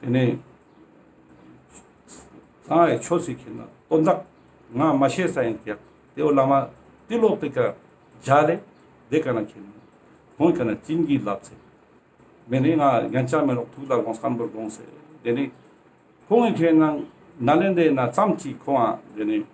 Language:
Ladakhi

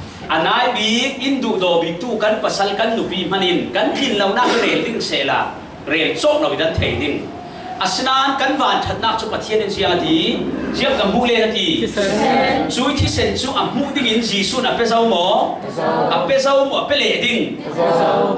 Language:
Falam Chin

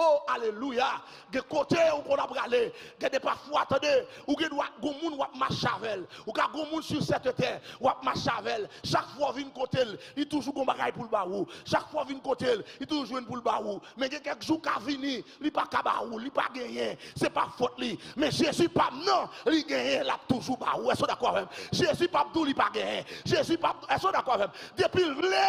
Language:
Haitian Creole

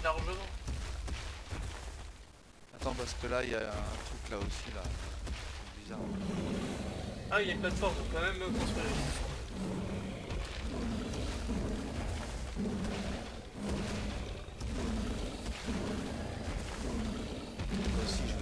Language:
French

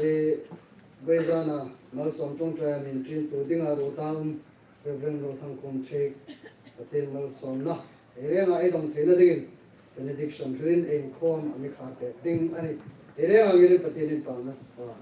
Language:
Hmar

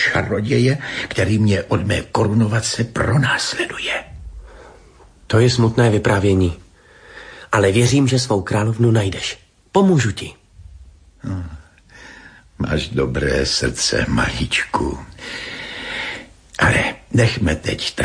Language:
Czech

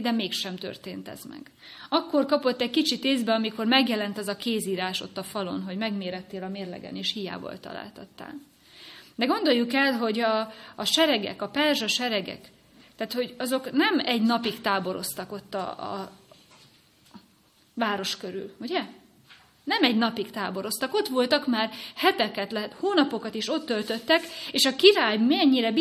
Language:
Hungarian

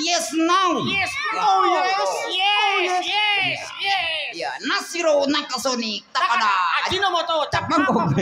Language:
Betawi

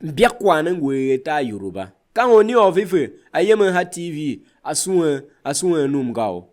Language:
Tiv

